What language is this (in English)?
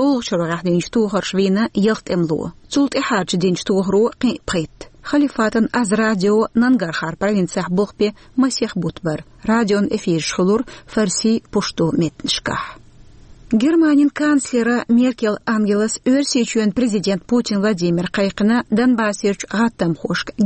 Chechen